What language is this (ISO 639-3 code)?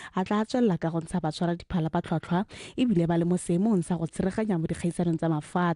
tsn